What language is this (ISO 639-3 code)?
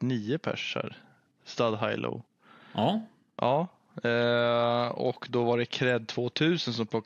swe